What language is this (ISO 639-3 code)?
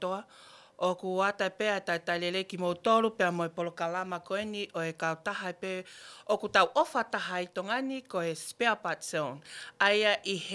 ton